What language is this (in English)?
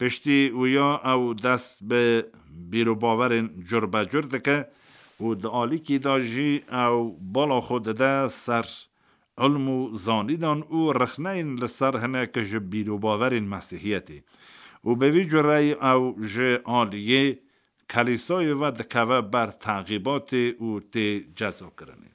Kurdish